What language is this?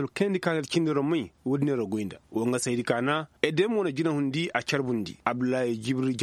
Koyraboro Senni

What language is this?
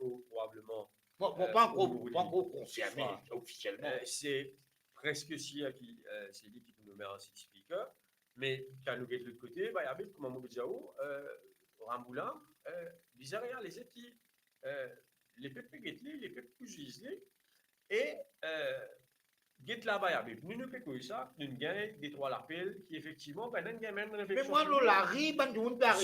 Morisyen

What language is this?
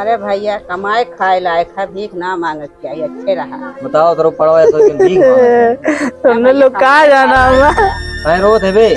Awadhi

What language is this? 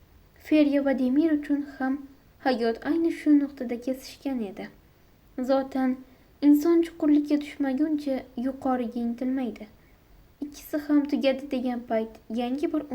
Uzbek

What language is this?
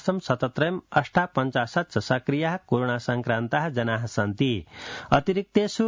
Sanskrit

